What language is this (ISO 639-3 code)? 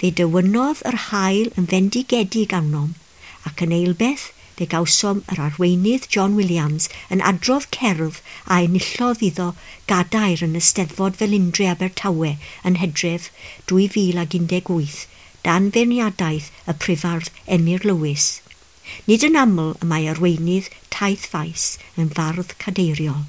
cym